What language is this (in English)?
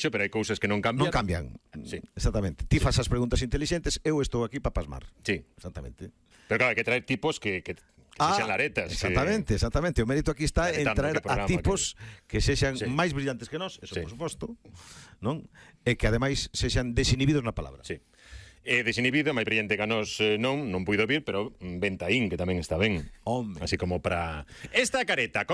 Galician